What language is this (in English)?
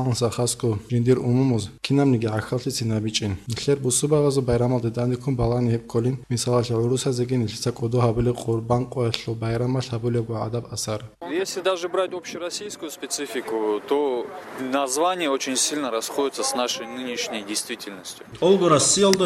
Avaric